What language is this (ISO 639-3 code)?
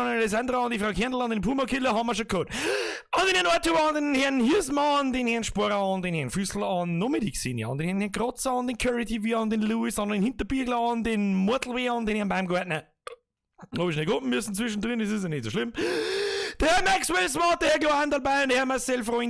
bar